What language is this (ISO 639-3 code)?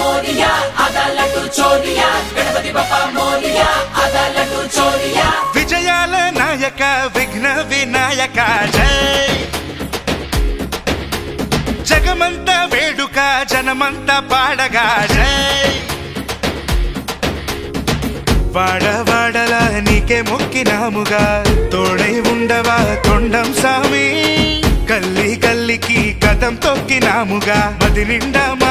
tel